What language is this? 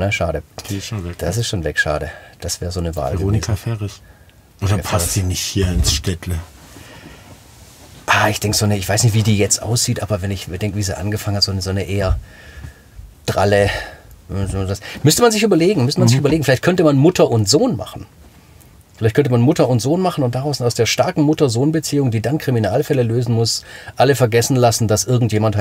German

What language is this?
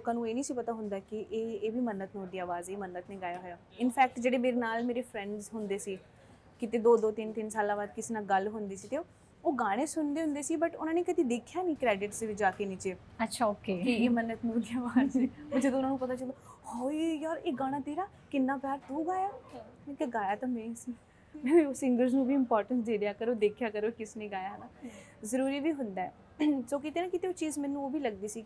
Punjabi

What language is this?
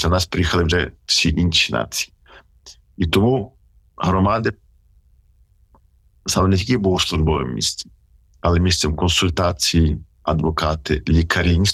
Ukrainian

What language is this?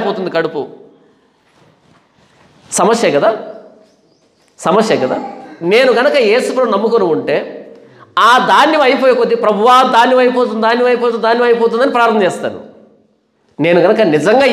Telugu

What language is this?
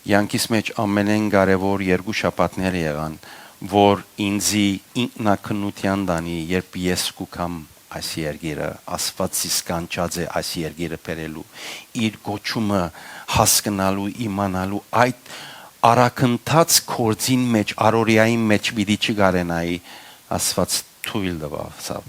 Western Armenian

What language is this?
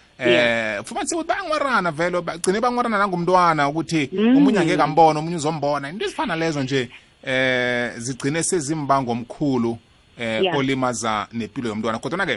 South Ndebele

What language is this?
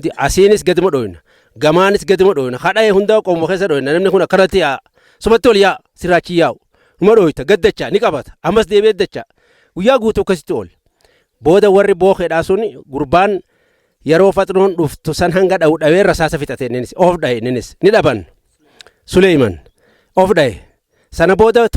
Oromo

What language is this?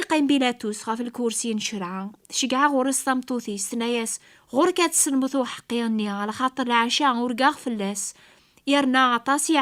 Kabyle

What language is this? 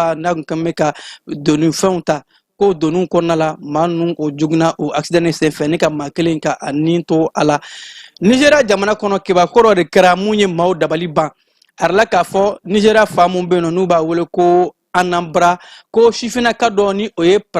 Bambara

